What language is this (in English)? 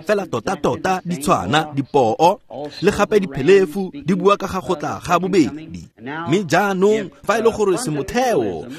Tswana